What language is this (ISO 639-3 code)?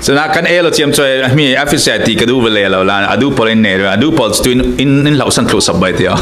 cfm